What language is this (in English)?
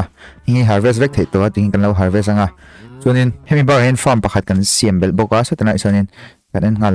Mizo